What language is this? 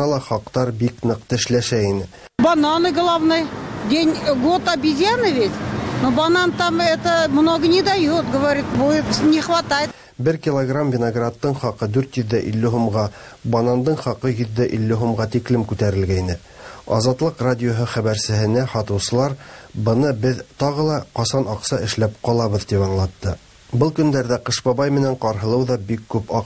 Tatar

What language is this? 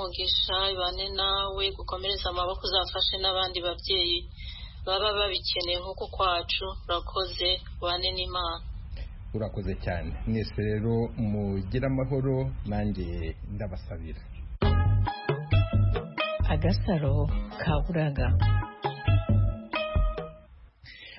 Kinyarwanda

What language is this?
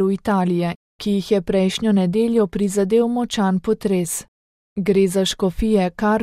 Slovenian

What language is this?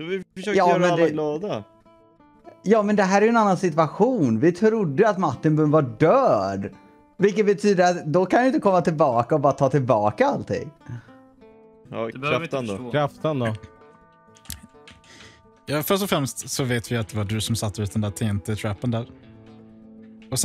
Swedish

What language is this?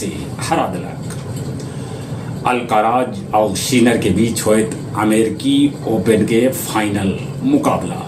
Magahi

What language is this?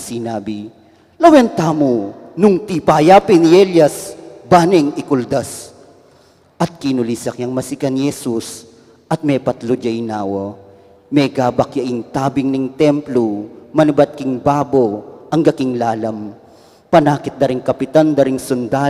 Pampanga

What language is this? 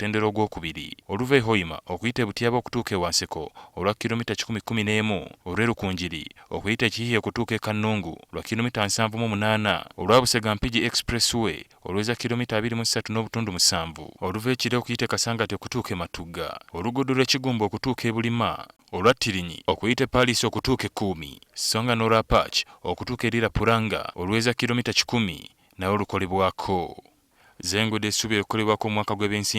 Ganda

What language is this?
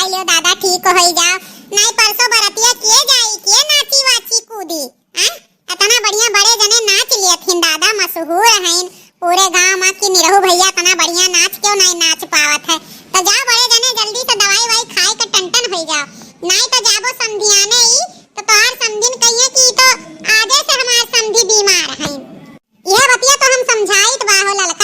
Awadhi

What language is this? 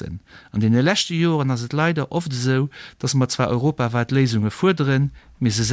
Luxembourgish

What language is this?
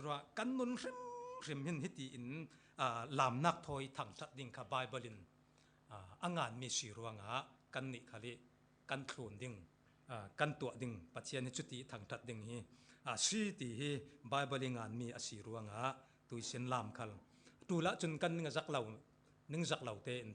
Falam Chin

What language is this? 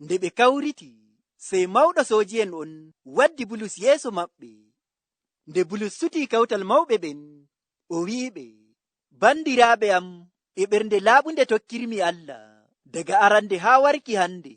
Nigerian Fulfulde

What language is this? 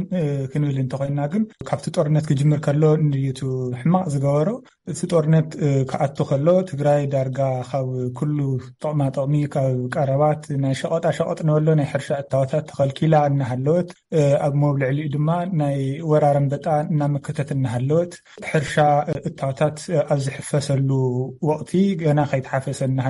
Tigrinya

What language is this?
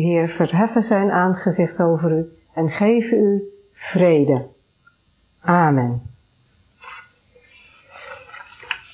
Dutch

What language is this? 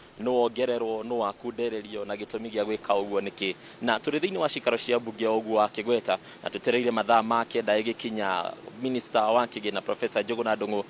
Kikuyu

